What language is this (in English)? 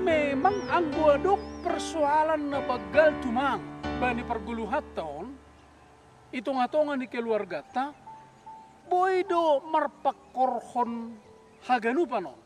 Batak Simalungun